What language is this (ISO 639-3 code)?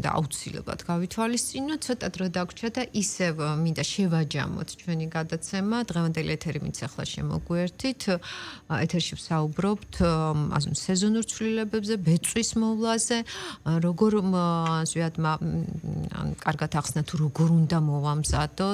kat